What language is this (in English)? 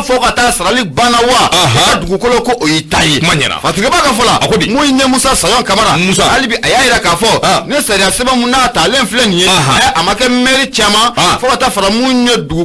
Bambara